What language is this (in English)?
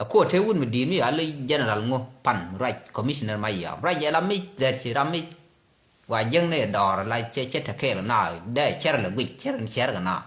Nuer